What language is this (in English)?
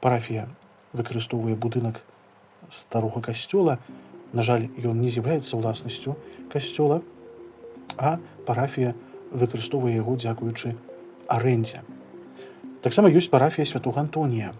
Belarusian